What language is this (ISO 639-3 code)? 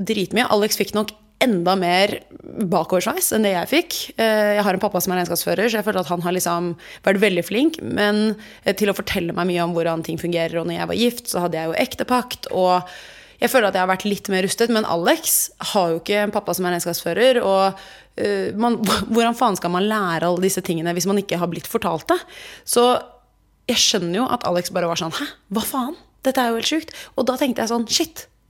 nor